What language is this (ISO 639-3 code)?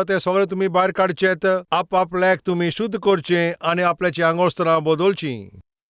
kok